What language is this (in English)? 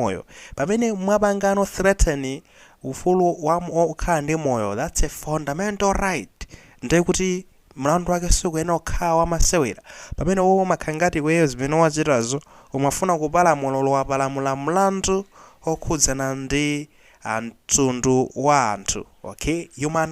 Nyanja